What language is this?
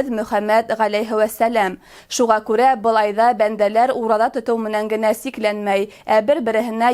Bashkir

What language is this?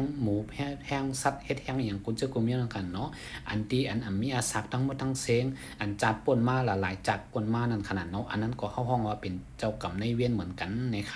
Shan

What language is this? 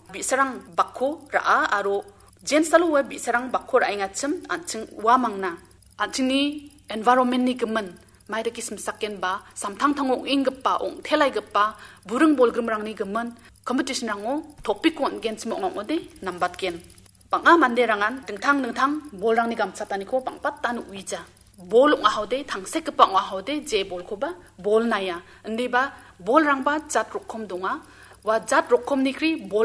Garo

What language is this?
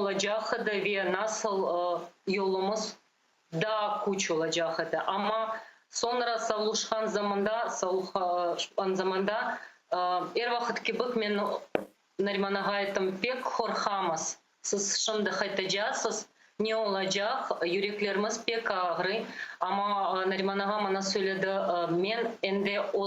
Crimean Tatar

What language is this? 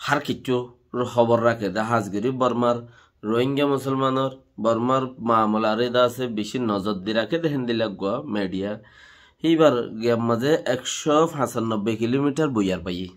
Rohingya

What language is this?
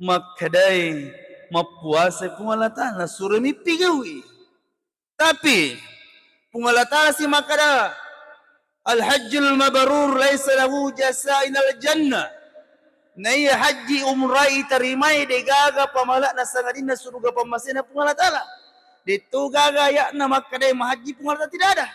Buginese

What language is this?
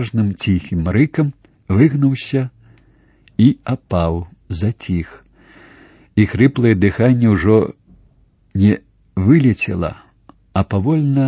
Belarusian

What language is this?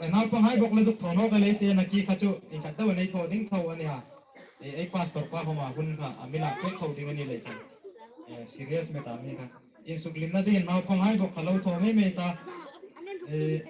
Hmar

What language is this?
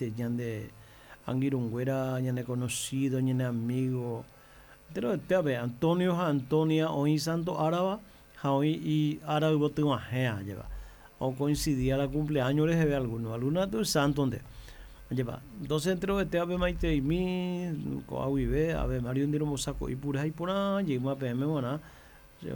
Guarani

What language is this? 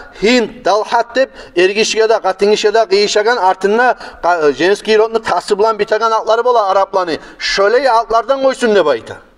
Kumyk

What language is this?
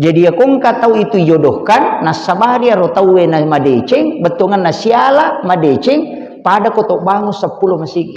Buginese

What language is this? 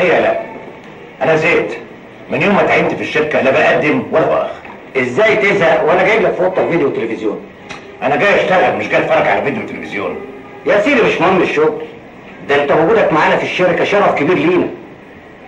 Egyptian Arabic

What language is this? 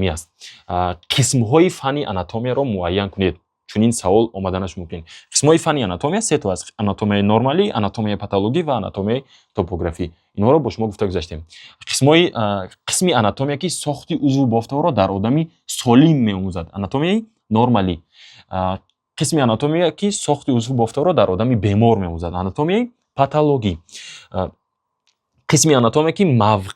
Tajik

